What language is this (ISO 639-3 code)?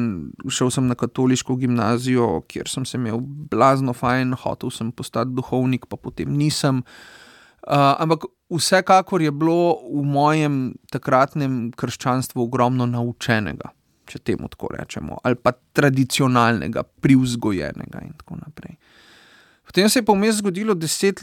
slv